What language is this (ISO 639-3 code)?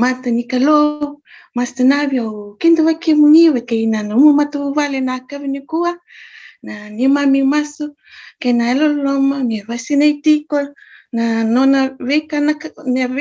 fij